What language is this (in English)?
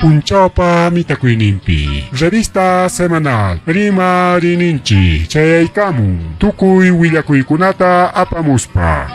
Ayacucho Quechua